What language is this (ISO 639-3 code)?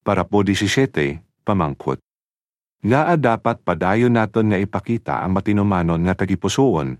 hil